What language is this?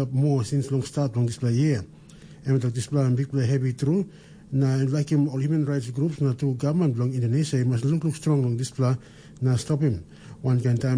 Tok Pisin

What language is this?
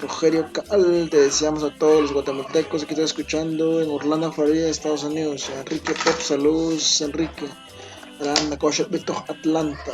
Kekchí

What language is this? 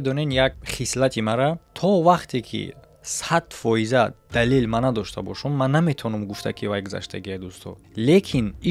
Tajik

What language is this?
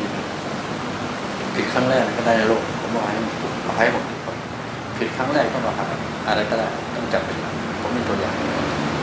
Thai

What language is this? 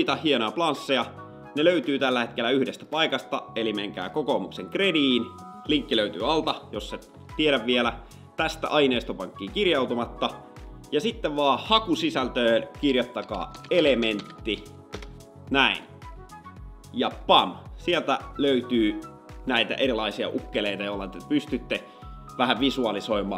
Finnish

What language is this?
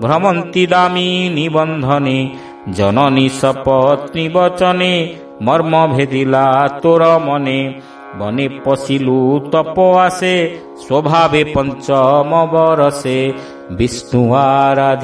Odia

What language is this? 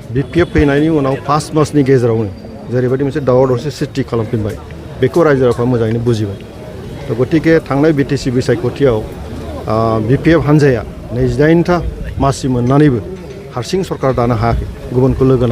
Bodo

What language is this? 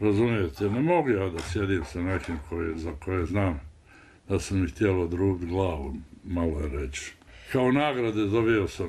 Bosnian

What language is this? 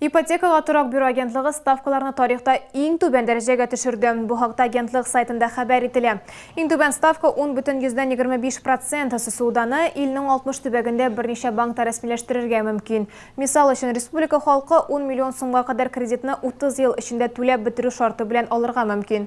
Tatar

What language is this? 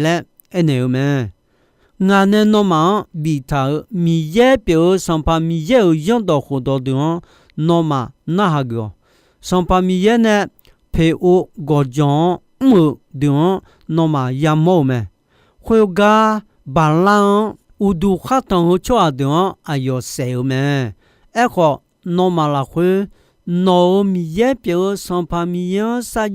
Akha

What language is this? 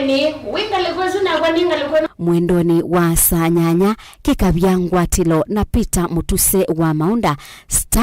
Kamba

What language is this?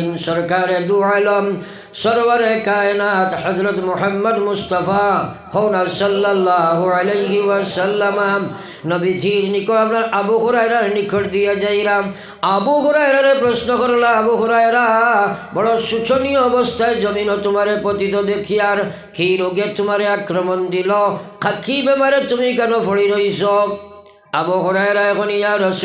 Sylheti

